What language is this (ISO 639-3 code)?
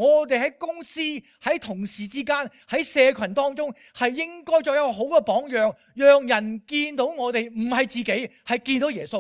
yue